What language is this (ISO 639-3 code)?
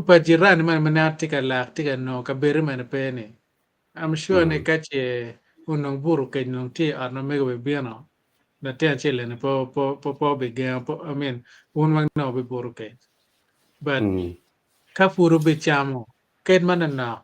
ach